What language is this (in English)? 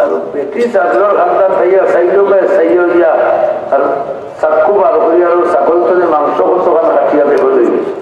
Sylheti